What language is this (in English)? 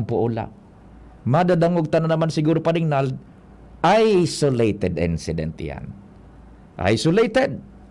Bikol